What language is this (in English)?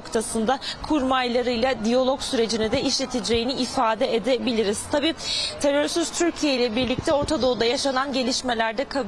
Turkish